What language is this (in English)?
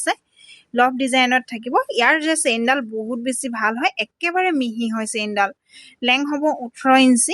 Assamese